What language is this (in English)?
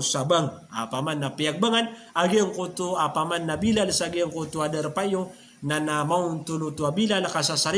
Maranao